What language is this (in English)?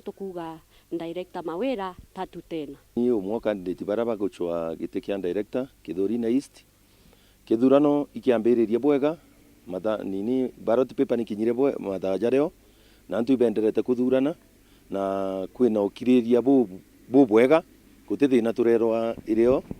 Meru